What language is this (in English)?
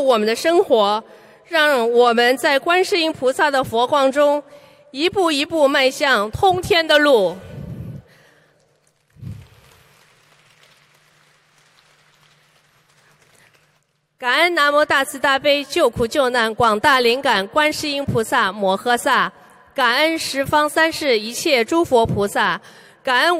Chinese